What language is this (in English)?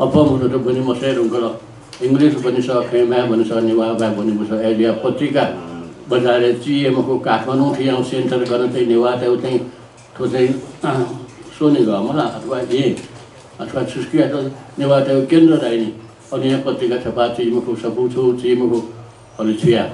Newari